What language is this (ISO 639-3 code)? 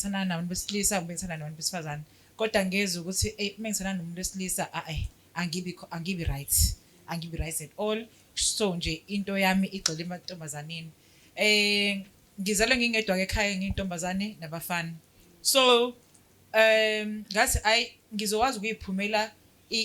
zul